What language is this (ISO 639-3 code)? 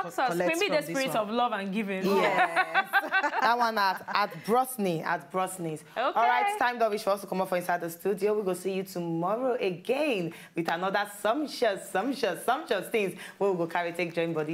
pcm